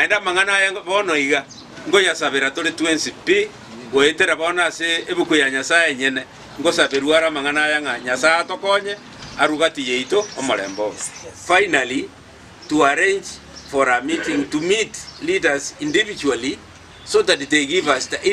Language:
Gusii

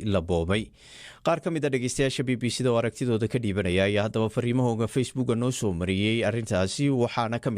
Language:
Somali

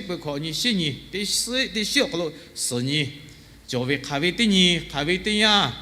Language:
Lahu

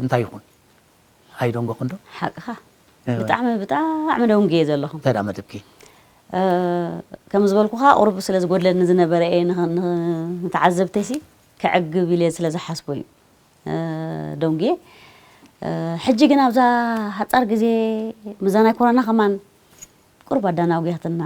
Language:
Tigrinya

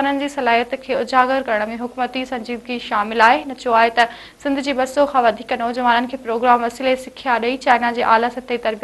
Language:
Sindhi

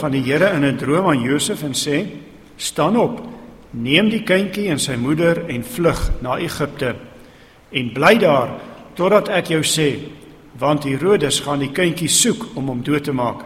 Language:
Afrikaans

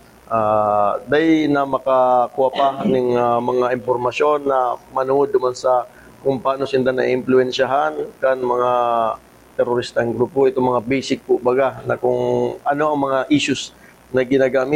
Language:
Bikol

